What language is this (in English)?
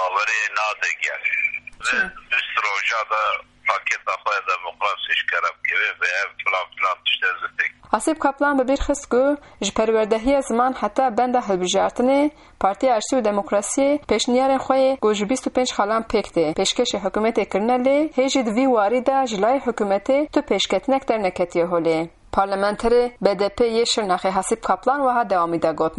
Kurdish